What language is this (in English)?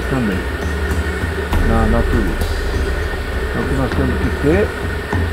Portuguese